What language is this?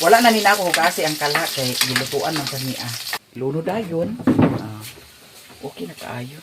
Cebuano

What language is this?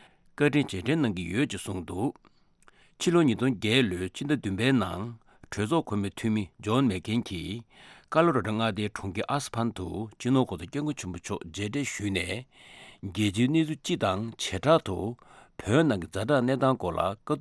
Tibetan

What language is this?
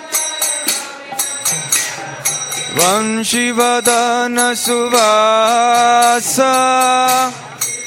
Hindi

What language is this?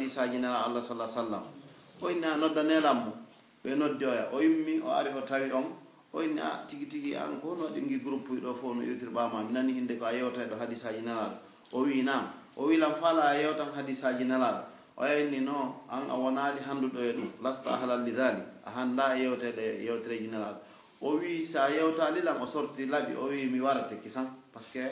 Pular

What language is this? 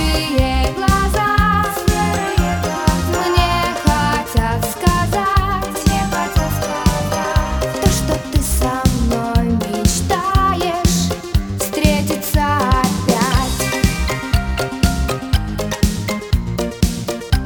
Russian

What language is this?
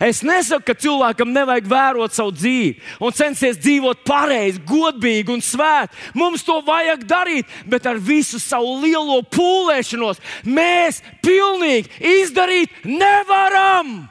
Latvian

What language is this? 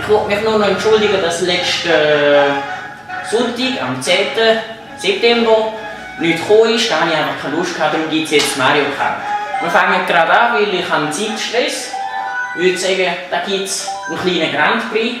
Swiss German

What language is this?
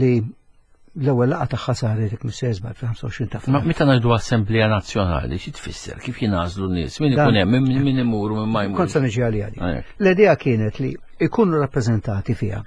Maltese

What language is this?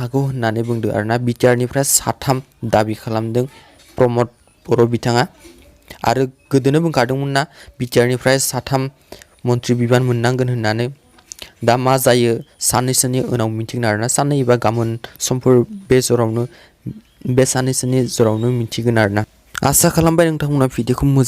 Bodo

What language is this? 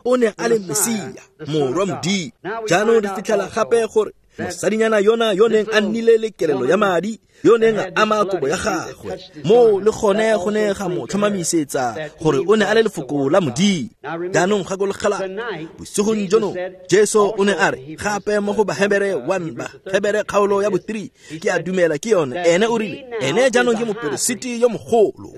Tswana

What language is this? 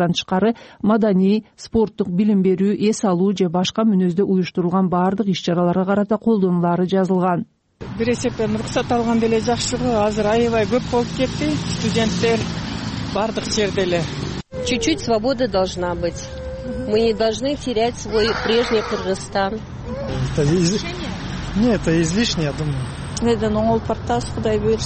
Kyrgyz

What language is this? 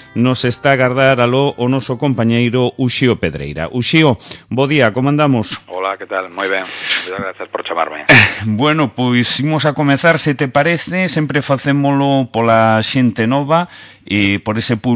Galician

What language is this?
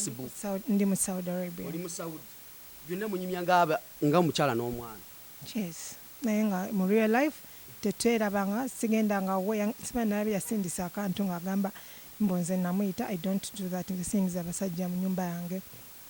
Ganda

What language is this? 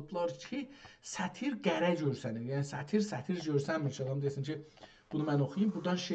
South Azerbaijani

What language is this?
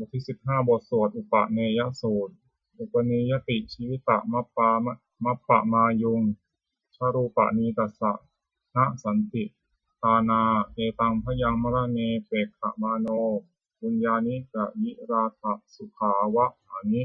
Pali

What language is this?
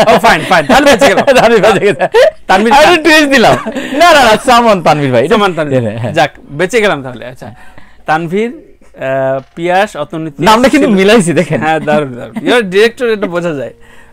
Bangla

